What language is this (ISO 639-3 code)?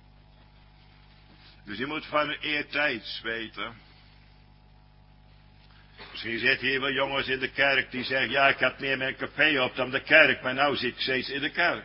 nld